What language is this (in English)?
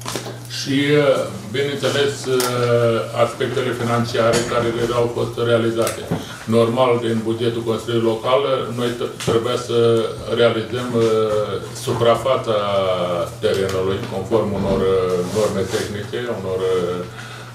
Romanian